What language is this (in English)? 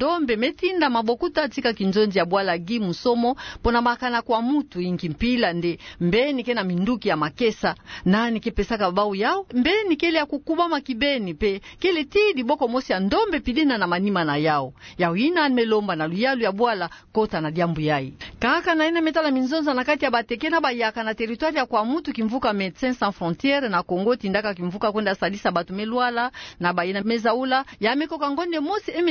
Kituba (Democratic Republic of Congo)